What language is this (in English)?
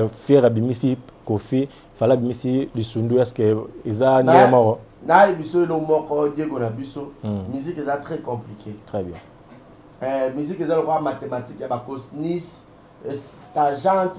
Lingala